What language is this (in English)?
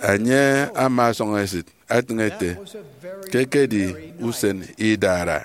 Efik